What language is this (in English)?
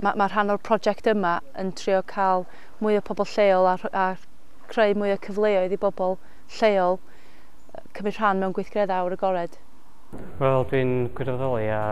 Welsh